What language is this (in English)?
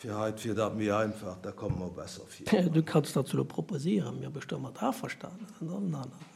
Luxembourgish